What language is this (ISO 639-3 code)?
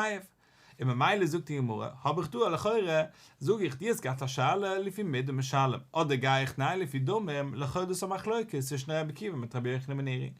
yid